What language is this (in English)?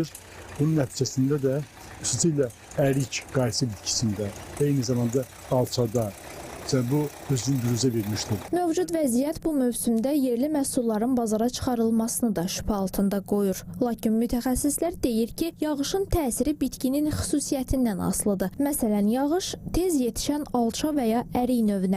Azerbaijani